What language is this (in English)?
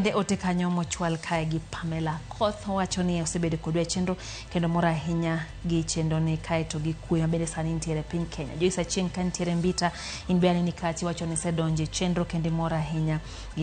Luo (Kenya and Tanzania)